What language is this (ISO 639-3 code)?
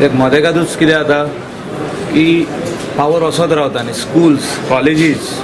kok